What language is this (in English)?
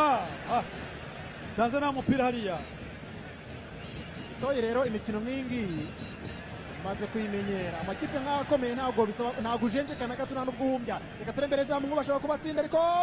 Kinyarwanda